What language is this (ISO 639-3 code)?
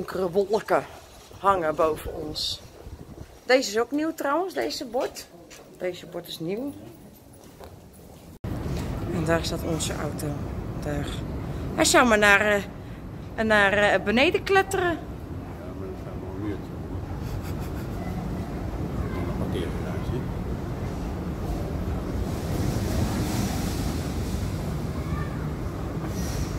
nld